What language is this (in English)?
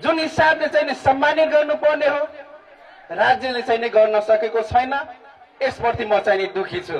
Nepali